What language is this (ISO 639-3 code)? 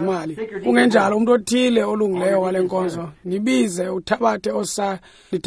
xho